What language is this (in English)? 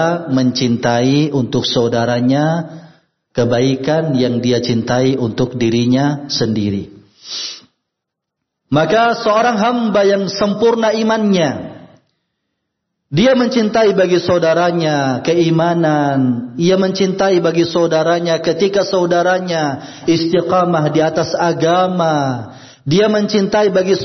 Indonesian